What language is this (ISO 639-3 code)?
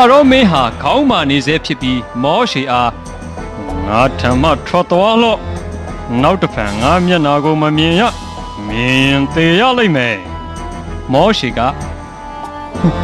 mya